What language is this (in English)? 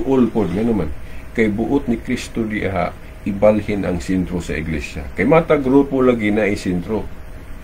Cebuano